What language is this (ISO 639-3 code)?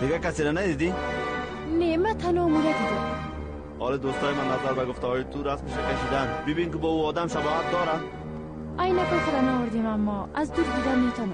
fas